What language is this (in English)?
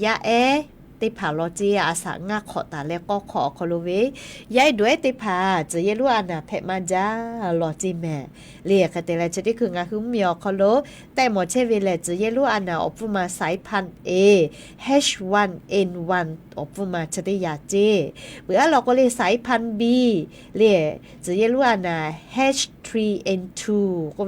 Lahu